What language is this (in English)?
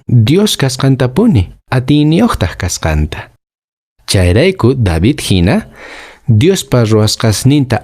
Quechua